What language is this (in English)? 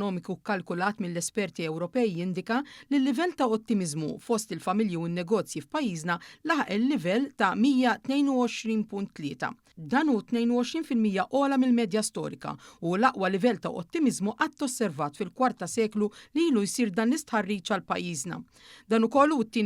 Maltese